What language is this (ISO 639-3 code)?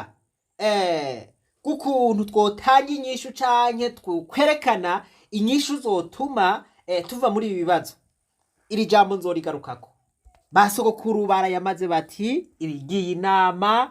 run